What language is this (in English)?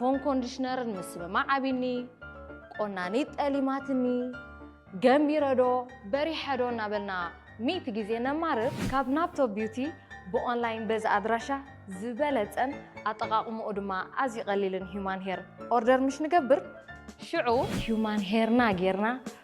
Tigrinya